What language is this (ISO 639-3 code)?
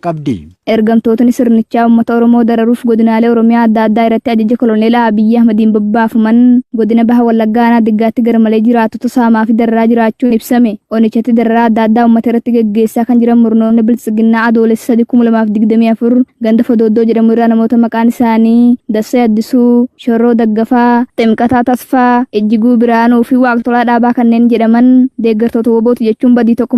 orm